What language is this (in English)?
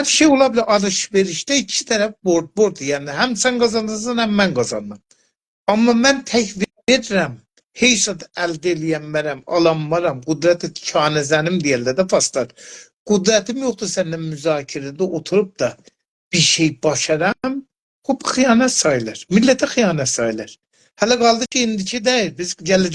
South Azerbaijani